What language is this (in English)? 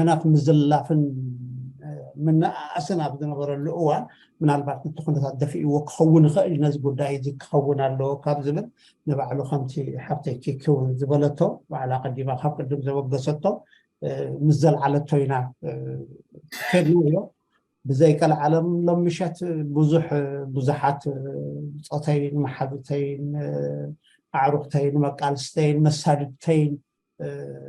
Tigrinya